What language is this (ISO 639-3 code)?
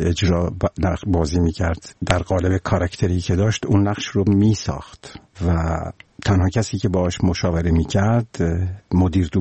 fas